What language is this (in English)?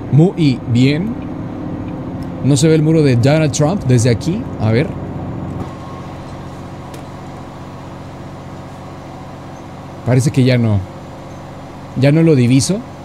Spanish